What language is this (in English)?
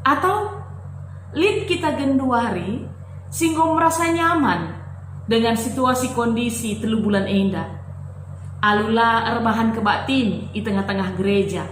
Batak Karo